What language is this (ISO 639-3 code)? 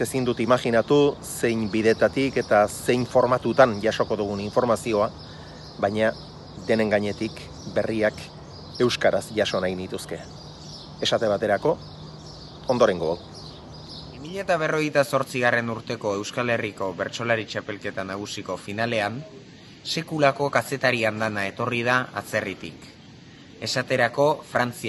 eus